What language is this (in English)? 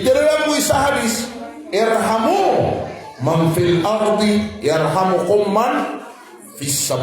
Maranao